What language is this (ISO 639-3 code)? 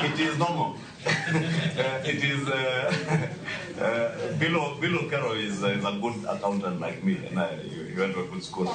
luo